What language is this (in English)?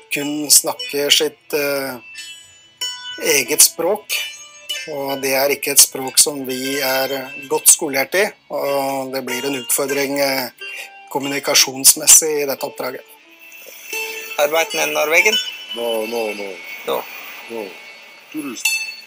Norwegian